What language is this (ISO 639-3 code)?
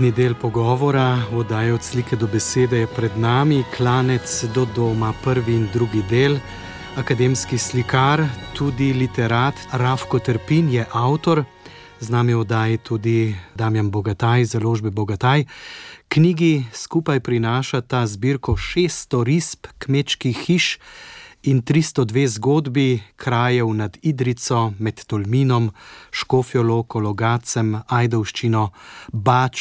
slv